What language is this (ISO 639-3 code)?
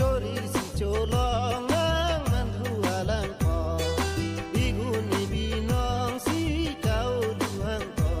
mjw